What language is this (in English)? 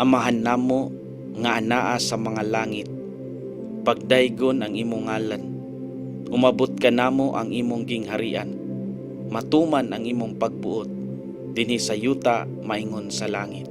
Cebuano